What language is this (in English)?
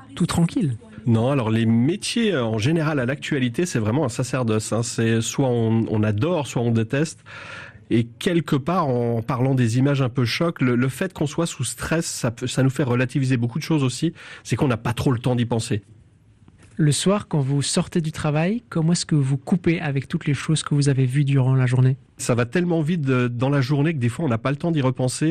French